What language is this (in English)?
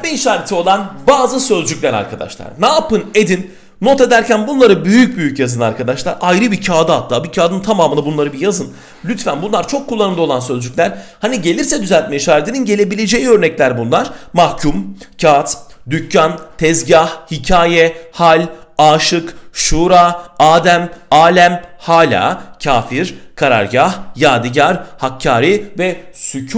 Turkish